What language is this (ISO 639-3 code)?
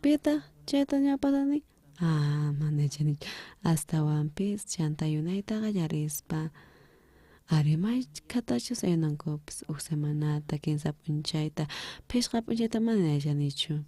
quh